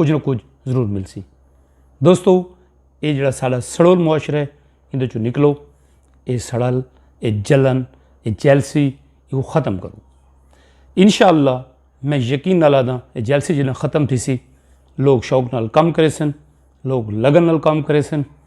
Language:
Saraiki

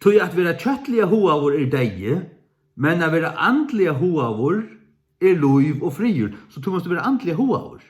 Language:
Faroese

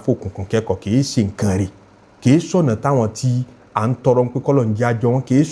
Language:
Yoruba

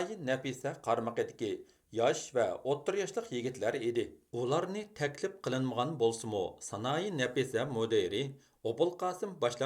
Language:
Uyghur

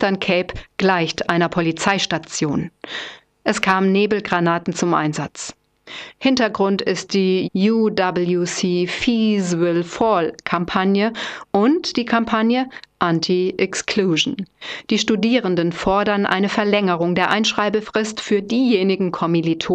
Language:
German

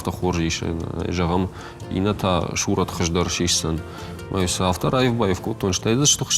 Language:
Ossetic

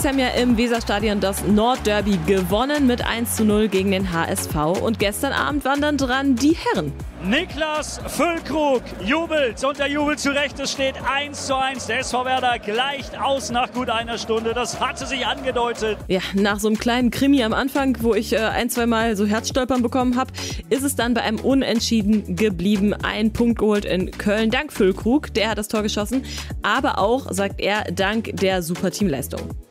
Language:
German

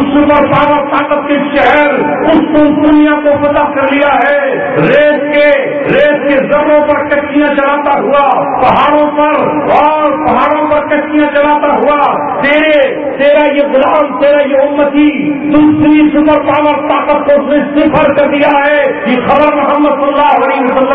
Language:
Urdu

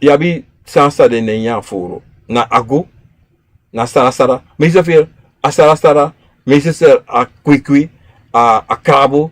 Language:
Sranan Tongo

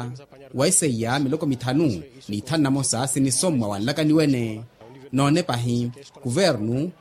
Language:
Makhuwa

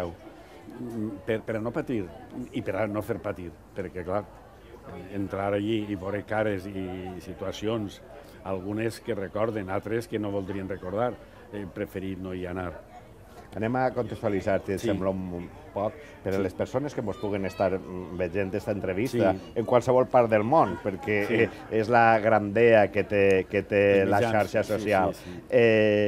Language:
Catalan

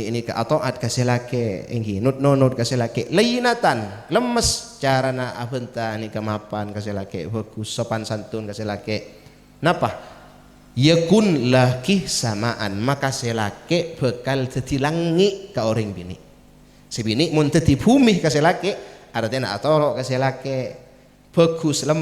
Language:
Madurese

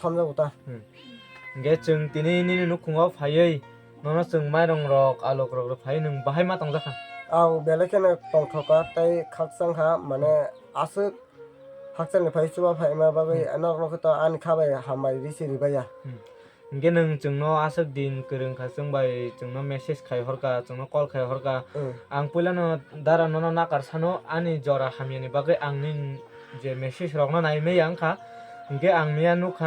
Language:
Kok Borok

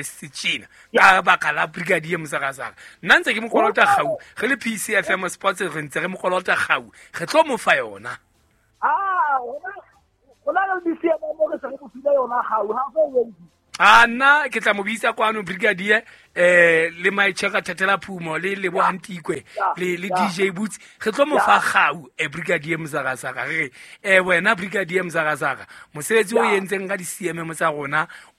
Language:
Southern Sotho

